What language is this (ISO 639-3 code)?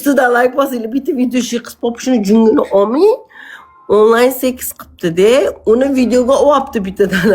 uzb